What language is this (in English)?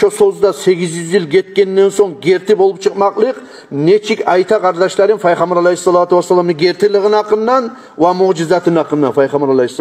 Kumyk